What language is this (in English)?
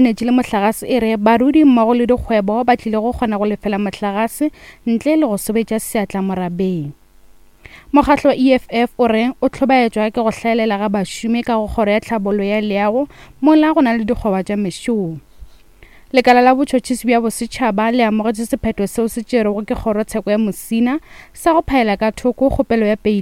Northern Sotho